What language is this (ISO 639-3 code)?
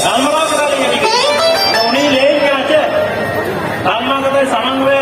sat